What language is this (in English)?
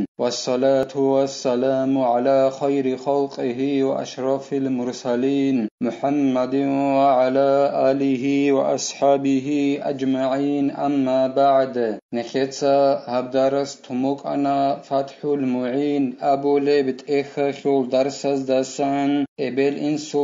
Avaric